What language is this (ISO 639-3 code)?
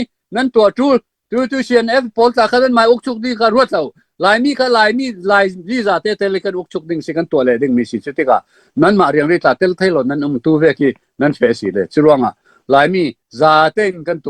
cfm